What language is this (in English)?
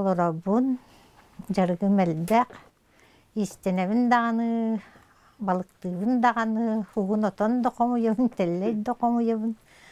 Yakut